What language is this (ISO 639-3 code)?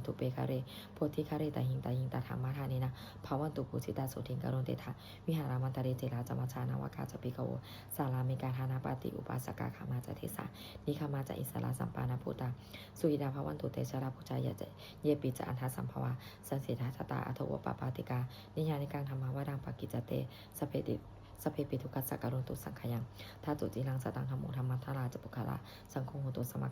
pli